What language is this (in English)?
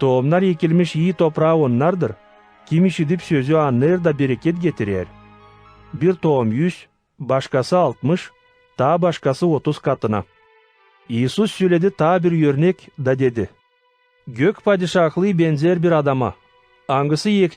Gagauz